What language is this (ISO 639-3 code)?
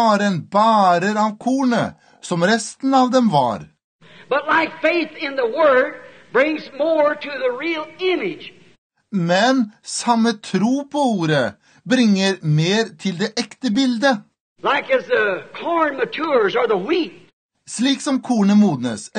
nor